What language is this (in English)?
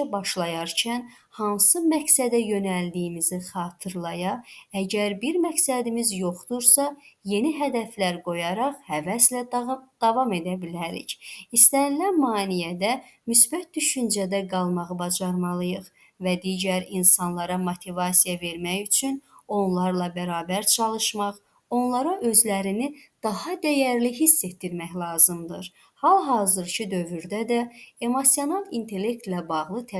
Azerbaijani